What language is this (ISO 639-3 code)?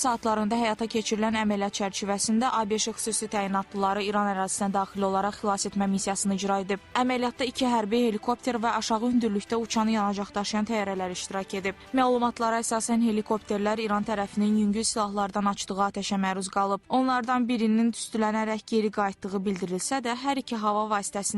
aze